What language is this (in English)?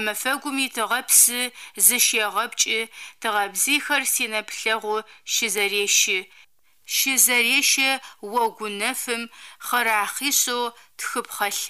Adyghe